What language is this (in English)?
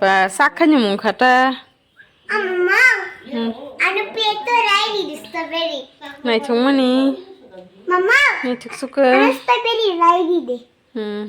Kok Borok